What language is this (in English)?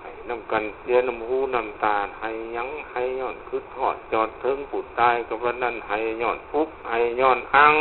Lao